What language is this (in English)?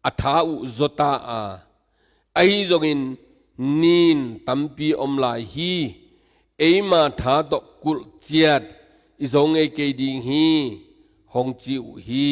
Tedim Chin